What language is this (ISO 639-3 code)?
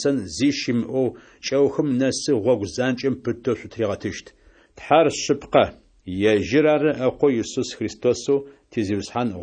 ady